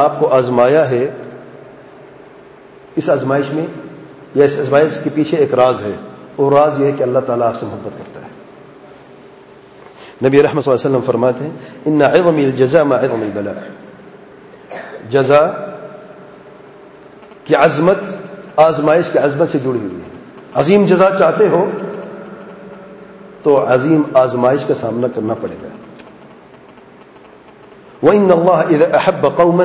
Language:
Urdu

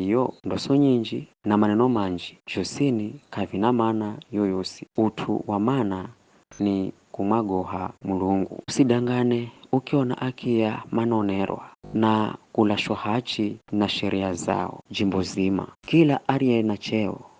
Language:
Giryama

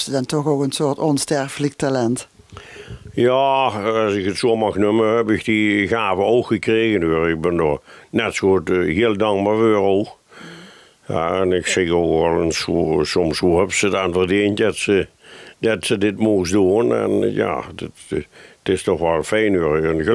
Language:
Limburgish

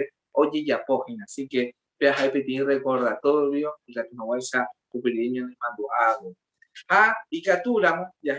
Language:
Guarani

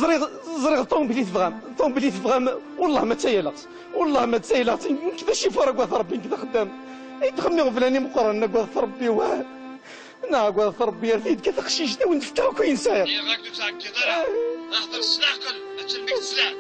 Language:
Kabyle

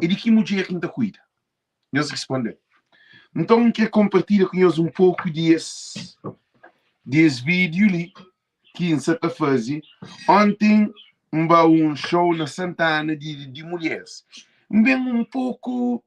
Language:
Kabuverdianu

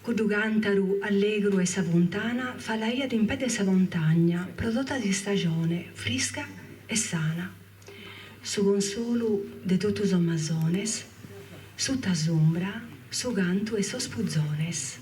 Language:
Sardinian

